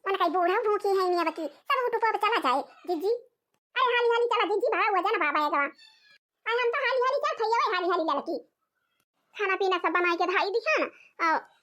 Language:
Awadhi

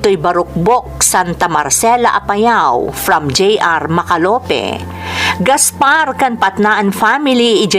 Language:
Iloko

